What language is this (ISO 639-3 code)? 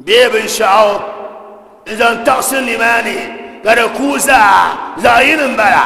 dag